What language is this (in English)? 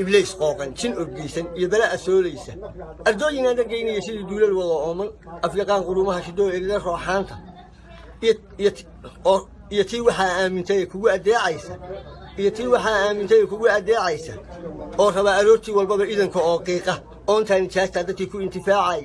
Somali